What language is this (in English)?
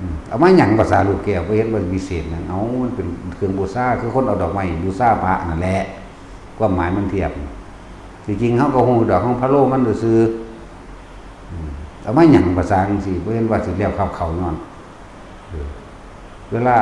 Northeastern Thai